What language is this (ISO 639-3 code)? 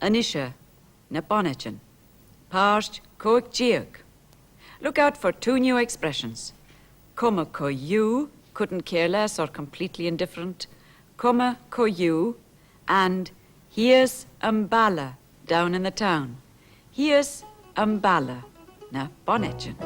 gla